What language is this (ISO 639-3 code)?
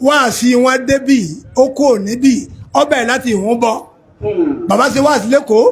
yor